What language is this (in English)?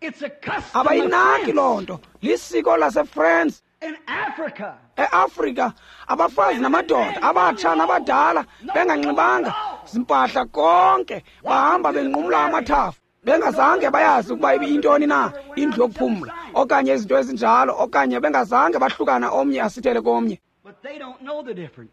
Xhosa